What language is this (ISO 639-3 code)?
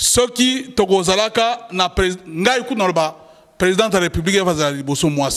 lin